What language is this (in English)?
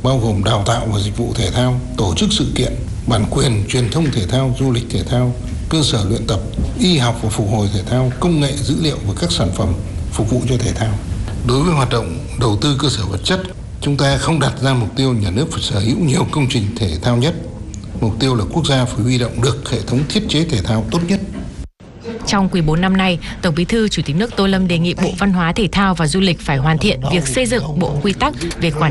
Vietnamese